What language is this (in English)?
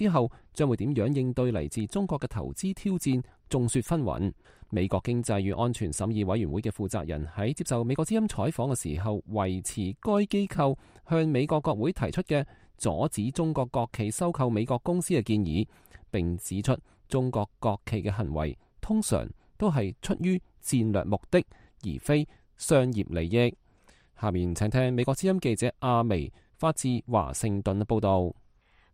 Cantonese